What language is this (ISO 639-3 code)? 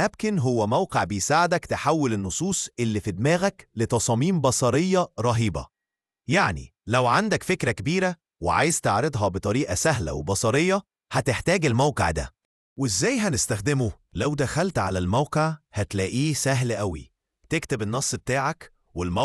arz